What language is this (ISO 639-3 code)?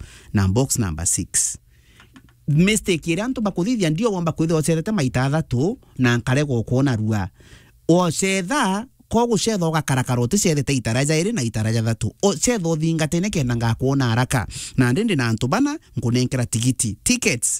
mer